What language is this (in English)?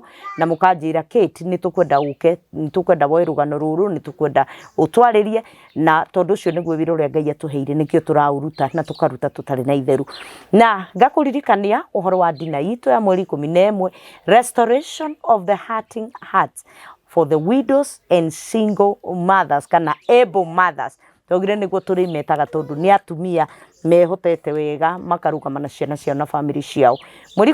Kikuyu